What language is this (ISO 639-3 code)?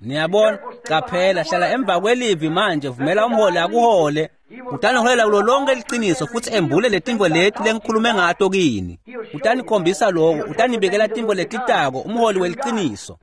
ssw